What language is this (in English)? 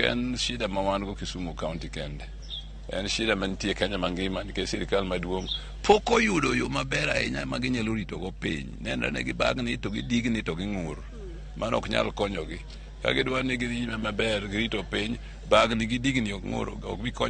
Luo (Kenya and Tanzania)